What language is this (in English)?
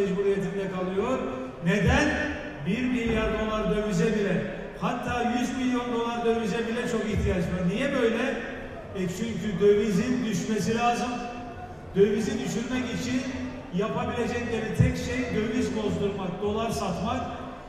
Turkish